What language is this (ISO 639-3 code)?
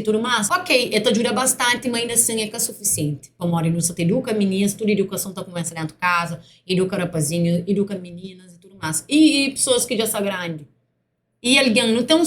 kea